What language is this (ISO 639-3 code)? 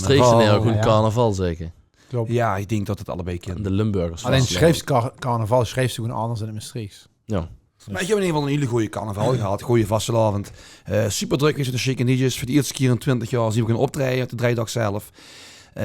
lim